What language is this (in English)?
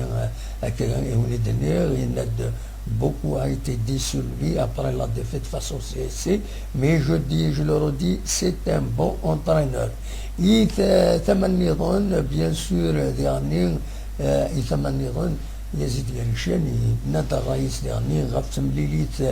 Kabyle